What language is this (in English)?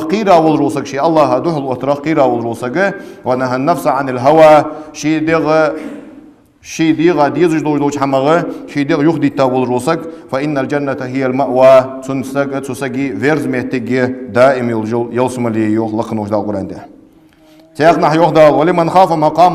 Ingush